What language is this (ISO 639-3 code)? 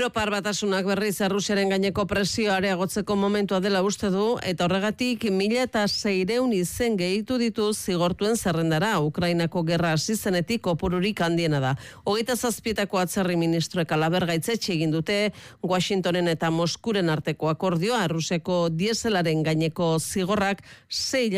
eus